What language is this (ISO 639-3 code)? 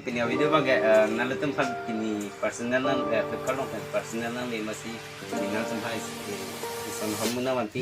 mjw